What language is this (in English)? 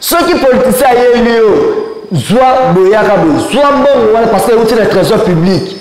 Lingala